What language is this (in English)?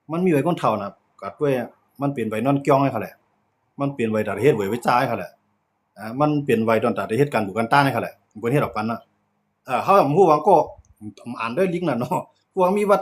Shan